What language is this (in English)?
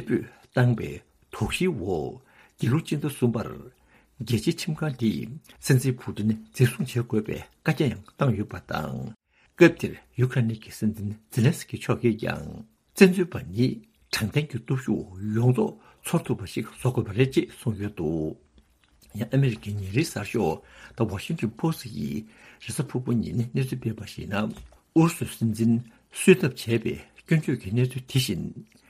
Tibetan